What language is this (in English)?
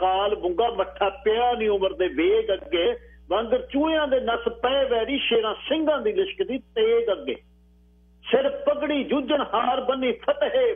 Punjabi